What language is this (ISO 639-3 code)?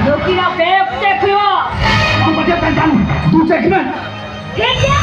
sat